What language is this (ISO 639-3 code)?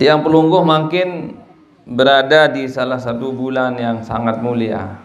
sas